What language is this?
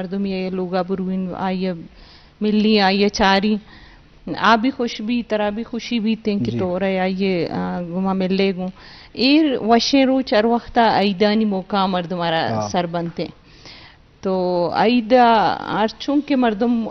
Eastern Balochi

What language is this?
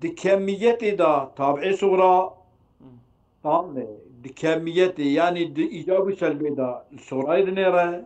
Kurdish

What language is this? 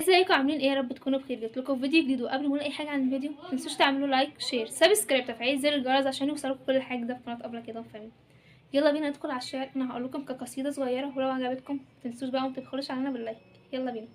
Egyptian Arabic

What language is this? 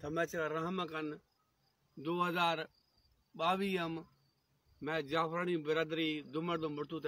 Baluchi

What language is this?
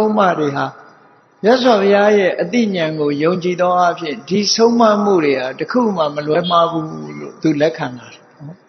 Burmese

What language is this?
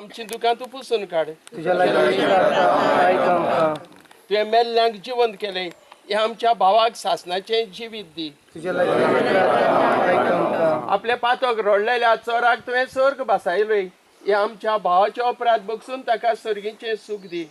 Konkani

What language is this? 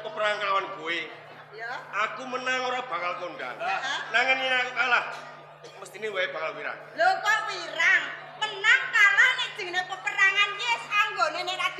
Javanese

